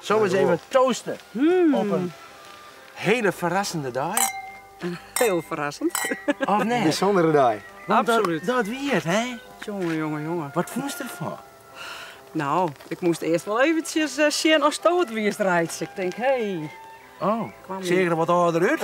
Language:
Western Frisian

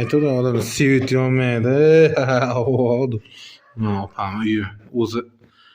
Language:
Uzbek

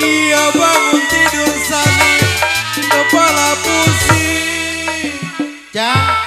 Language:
Betawi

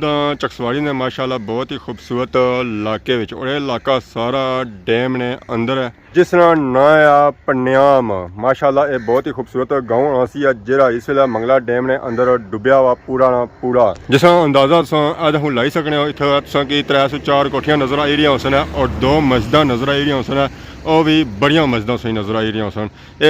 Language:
Pahari-Potwari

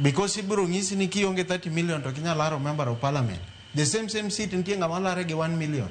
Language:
Luo (Kenya and Tanzania)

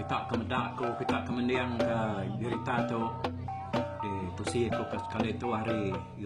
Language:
Iban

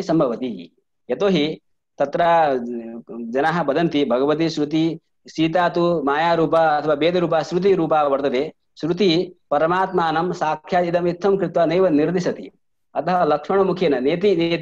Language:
Sanskrit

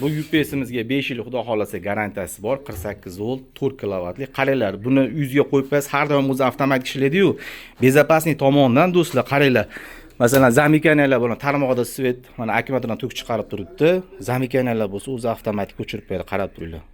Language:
Uzbek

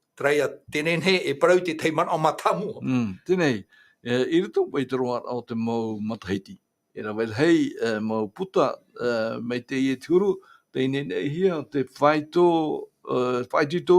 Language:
Tahitian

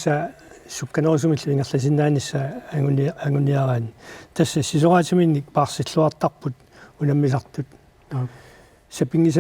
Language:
Kalaallisut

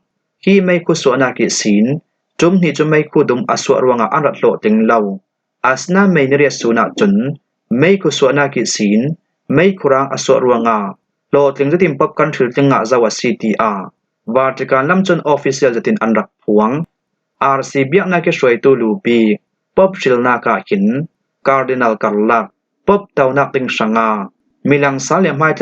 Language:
Falam Chin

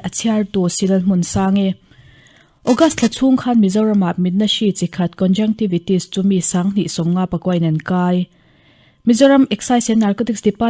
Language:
Mizo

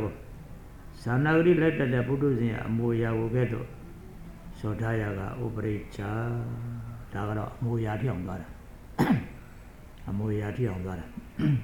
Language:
Burmese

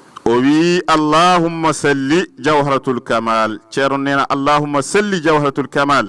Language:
Fula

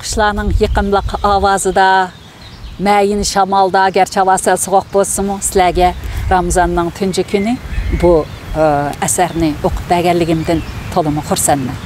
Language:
Uyghur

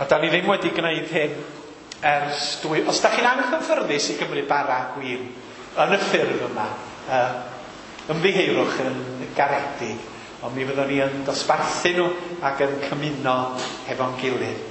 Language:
Welsh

